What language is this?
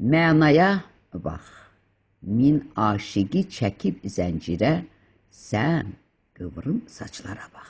Azerbaijani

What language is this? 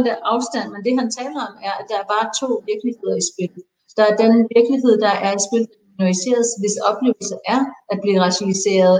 Danish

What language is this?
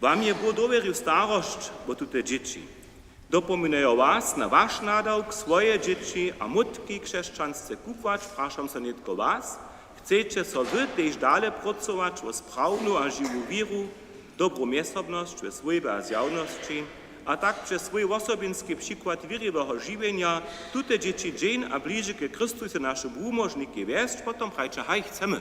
Upper Sorbian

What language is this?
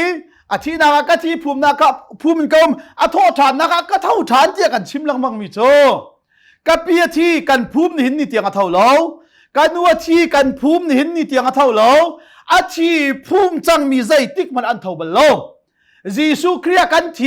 Hakha Chin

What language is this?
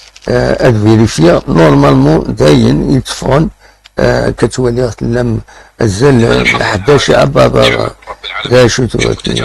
Kabyle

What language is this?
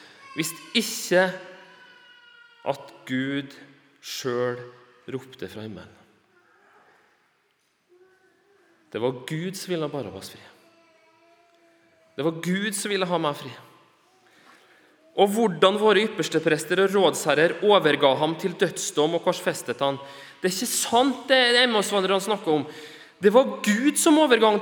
Norwegian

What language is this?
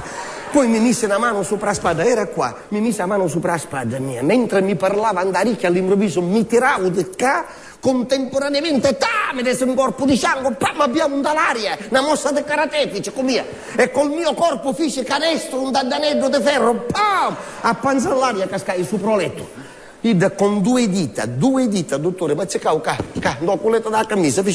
Sicilian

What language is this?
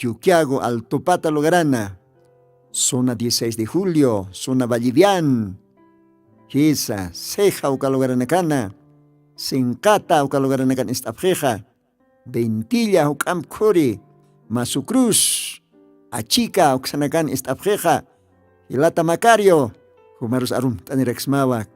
Aymara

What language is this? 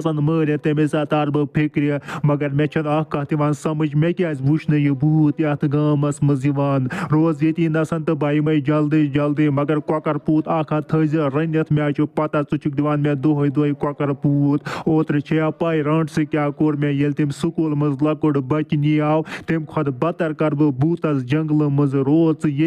Kashmiri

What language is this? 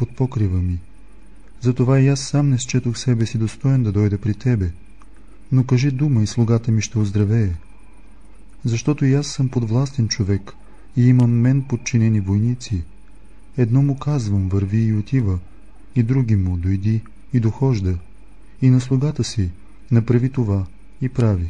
Bulgarian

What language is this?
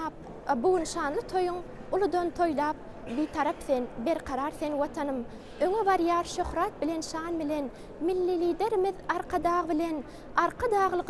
Turkmen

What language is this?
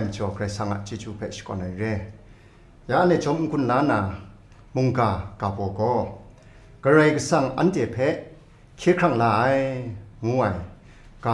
Kachin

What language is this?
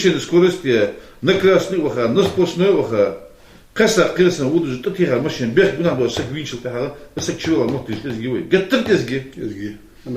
Ingush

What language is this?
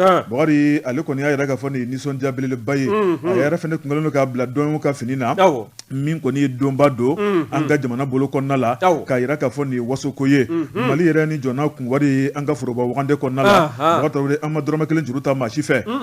Bambara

